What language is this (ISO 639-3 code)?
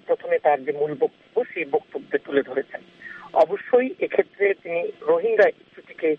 ben